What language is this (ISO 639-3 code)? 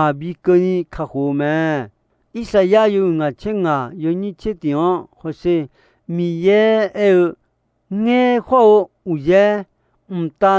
ahk